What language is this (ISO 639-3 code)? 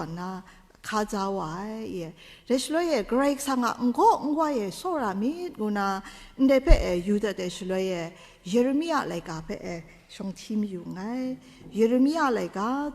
kac